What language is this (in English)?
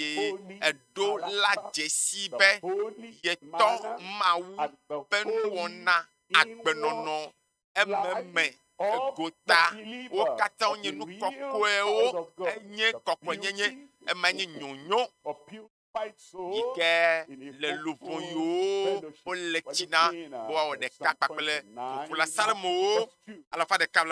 Ewe